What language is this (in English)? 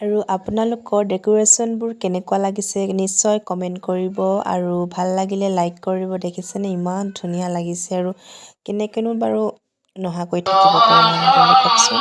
Assamese